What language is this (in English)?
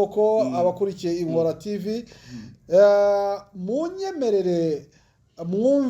Kinyarwanda